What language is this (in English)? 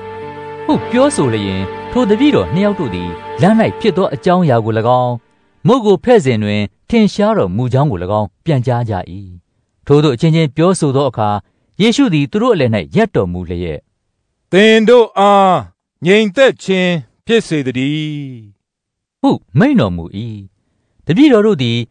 Burmese